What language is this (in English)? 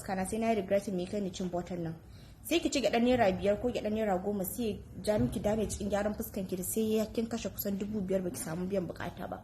Hausa